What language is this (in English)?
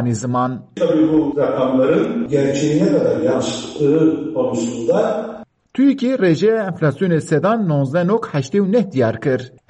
Kurdish